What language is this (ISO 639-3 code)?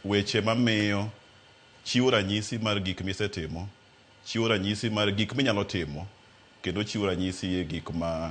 luo